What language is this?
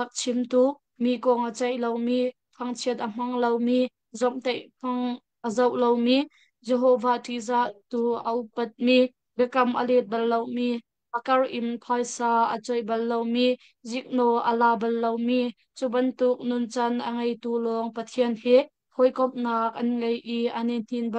Hakha Chin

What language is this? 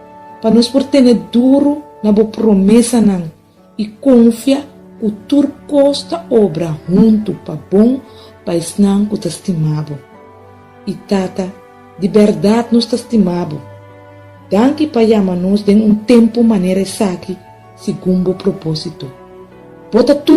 Papiamento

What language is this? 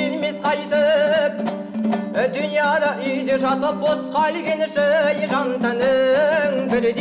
Kazakh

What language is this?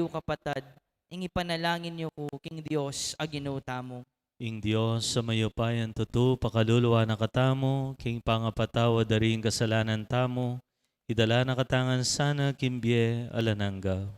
Pampanga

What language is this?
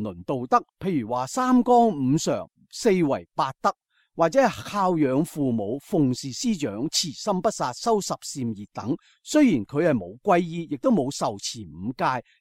Cantonese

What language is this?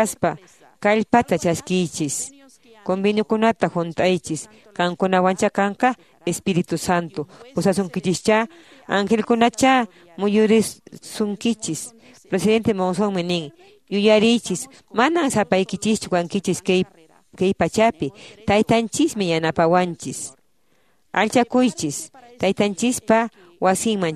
Quechua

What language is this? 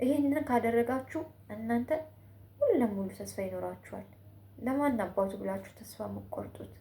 Amharic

